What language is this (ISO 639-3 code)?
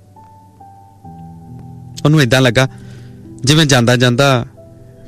pan